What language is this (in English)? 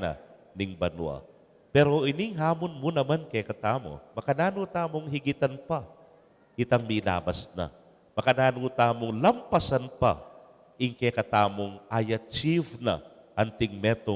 Pampanga